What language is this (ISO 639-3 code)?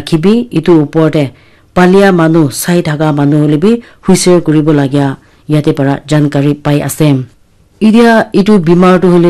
nag